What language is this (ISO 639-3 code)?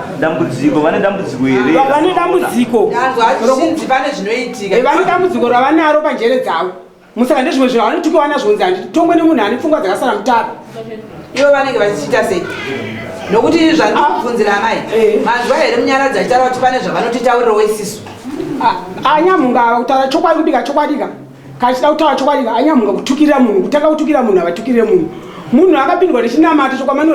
sna